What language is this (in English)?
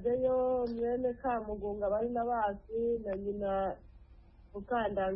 Kinyarwanda